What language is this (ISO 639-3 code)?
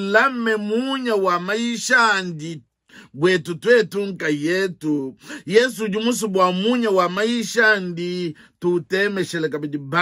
lua